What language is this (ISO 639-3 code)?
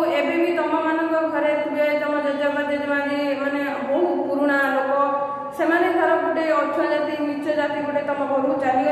ori